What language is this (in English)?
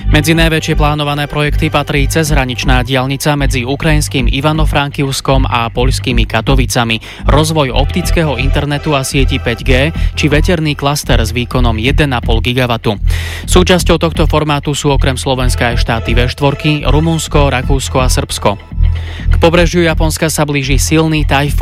Slovak